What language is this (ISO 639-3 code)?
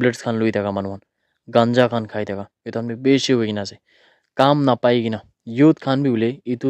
nag